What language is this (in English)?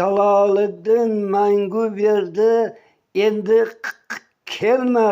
Uzbek